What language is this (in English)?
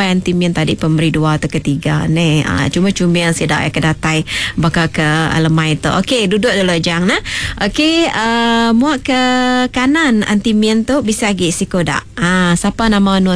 Iban